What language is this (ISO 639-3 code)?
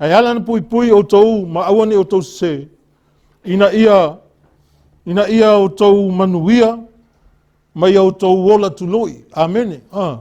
smo